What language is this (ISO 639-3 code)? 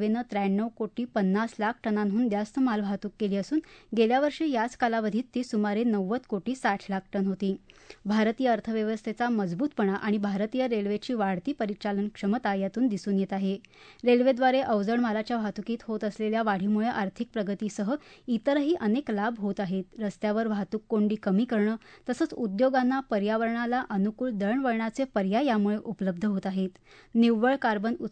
mar